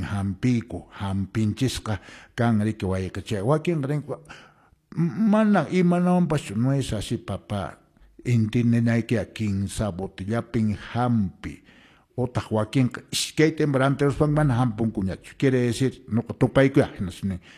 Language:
Quechua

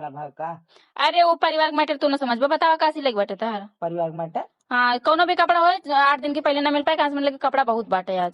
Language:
Bhojpuri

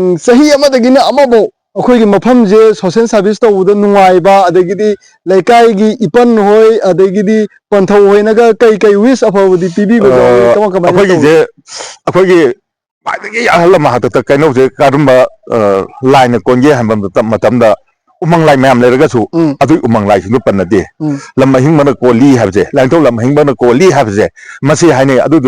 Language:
Manipuri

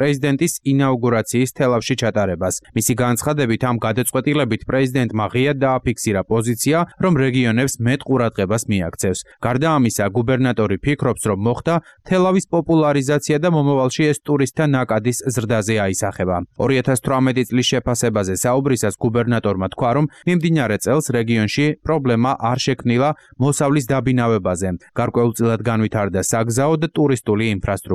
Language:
Georgian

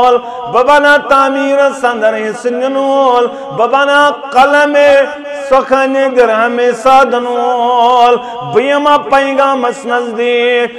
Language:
Kashmiri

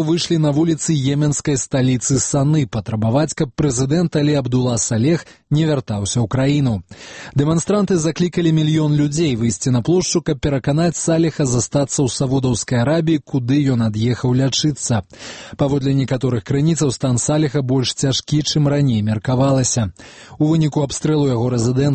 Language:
Belarusian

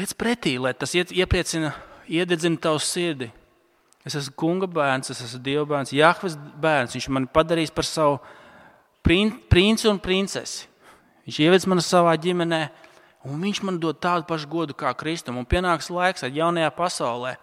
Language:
Latvian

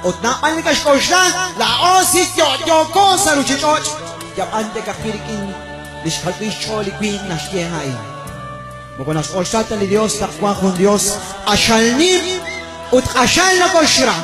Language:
Kekchí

